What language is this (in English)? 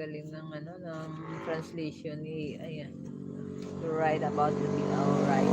Hiligaynon